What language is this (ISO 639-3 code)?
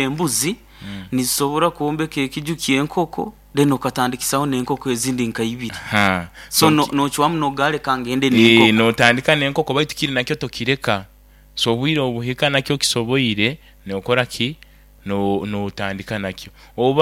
nyo